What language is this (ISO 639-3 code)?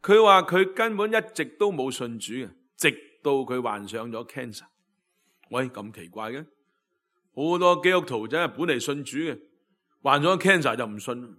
yue